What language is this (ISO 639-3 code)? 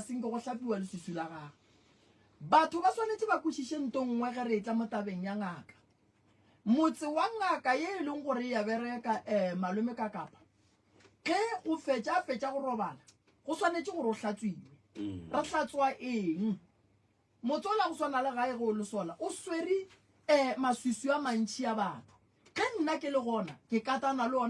nso